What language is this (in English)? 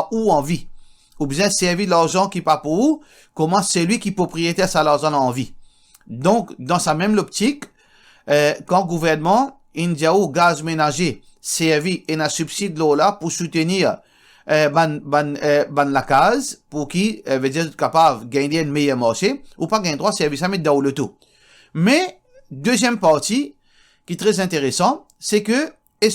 Morisyen